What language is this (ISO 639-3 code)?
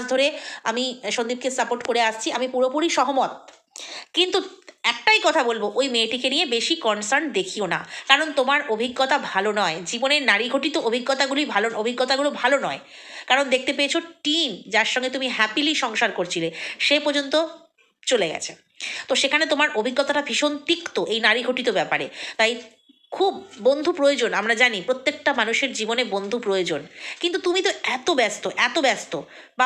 ben